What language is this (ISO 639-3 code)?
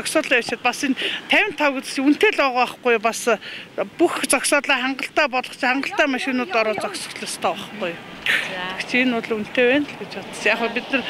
mon